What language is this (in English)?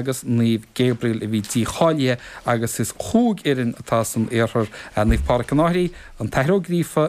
Irish